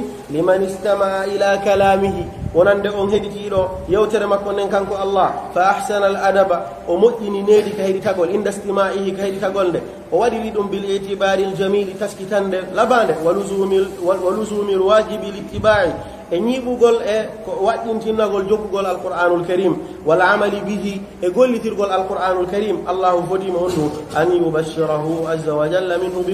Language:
Pular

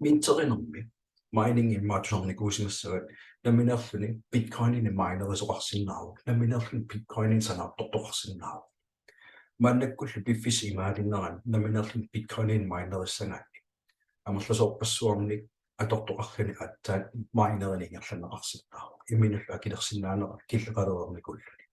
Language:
Kalaallisut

